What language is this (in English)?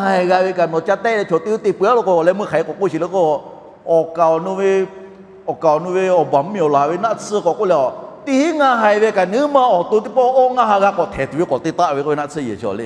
Lahu